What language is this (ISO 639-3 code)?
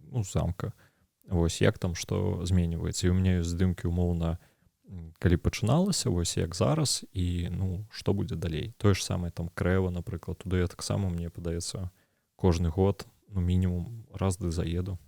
bel